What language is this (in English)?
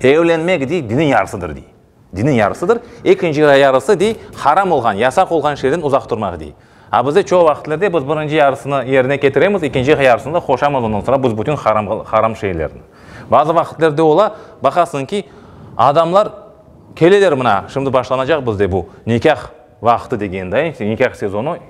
Crimean Tatar